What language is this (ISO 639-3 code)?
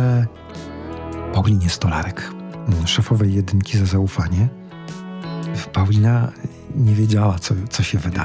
pol